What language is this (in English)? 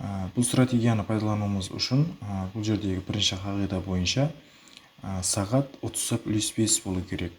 Kara-Kalpak